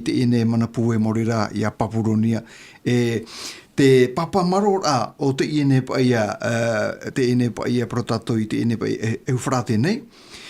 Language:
Tahitian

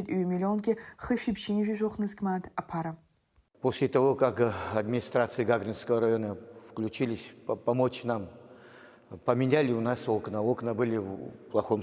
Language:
Abkhazian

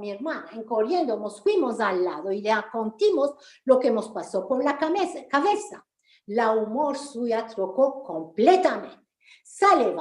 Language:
Ladino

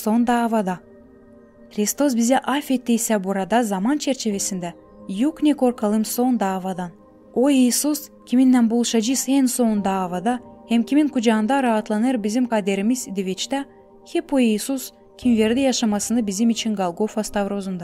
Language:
Gagauz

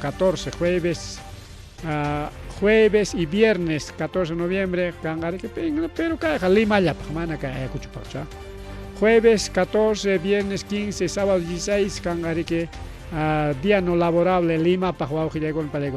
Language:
Ayacucho Quechua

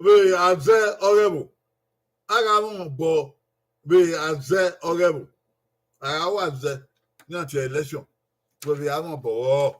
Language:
Bini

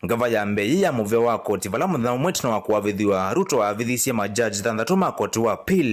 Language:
Kamba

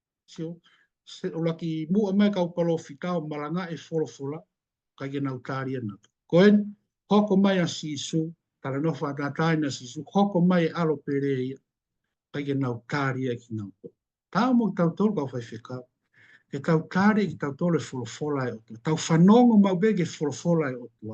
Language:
Tongan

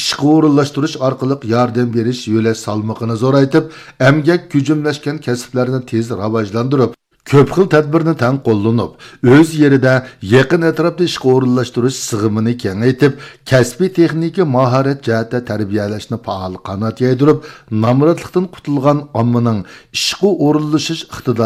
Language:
Uyghur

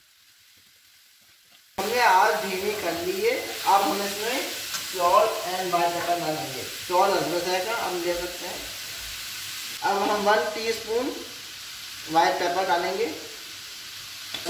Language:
Hindi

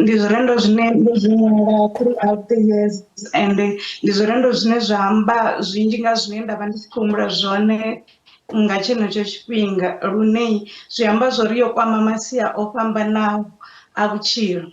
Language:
Venda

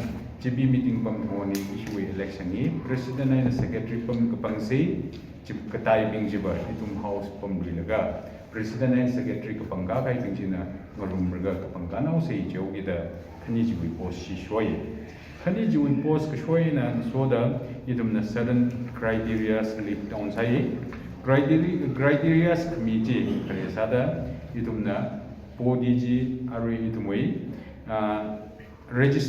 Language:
Tangkhul Naga (India)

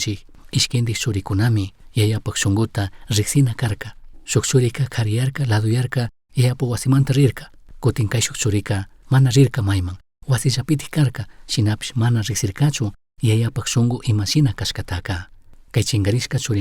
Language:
Chimborazo Highland Quichua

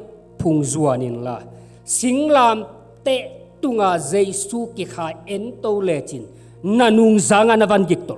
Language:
Tedim Chin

